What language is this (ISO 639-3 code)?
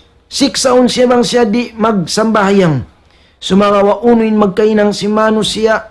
tsg